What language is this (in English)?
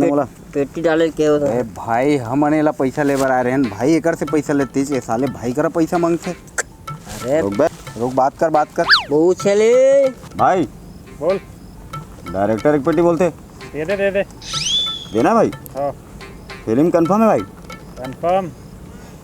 Chhattisgarhi